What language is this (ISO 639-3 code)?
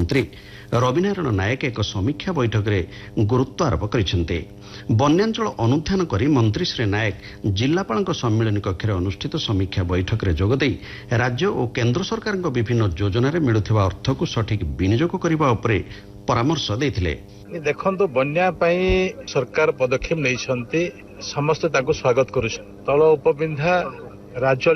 ori